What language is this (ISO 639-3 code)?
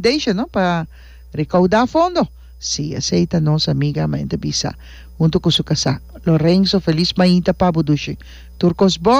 pap